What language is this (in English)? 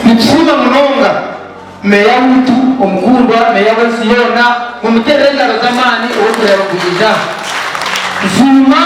Nyankole